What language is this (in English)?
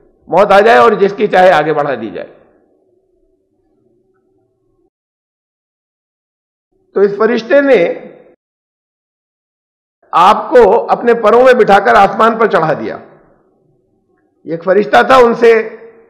Urdu